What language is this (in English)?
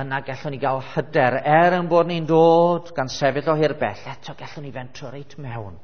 Welsh